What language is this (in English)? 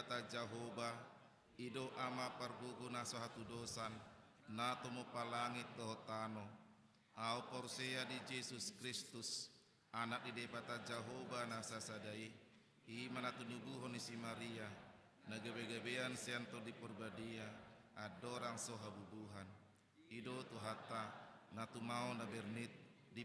Batak Toba